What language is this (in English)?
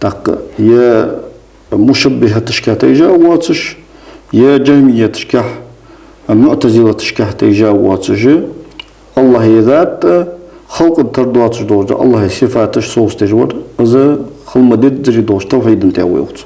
Ingush